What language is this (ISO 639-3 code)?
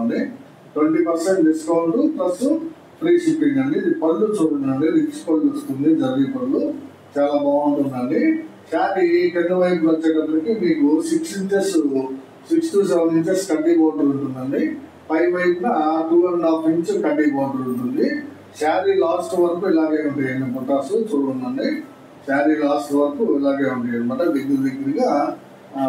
tel